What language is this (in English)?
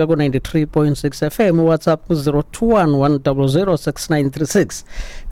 Xhosa